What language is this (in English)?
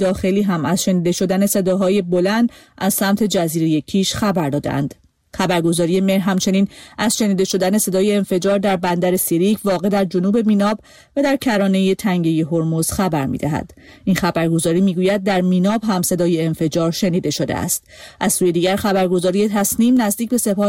Persian